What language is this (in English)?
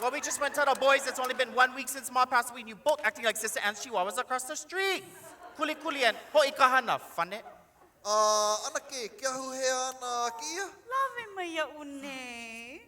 Hawaiian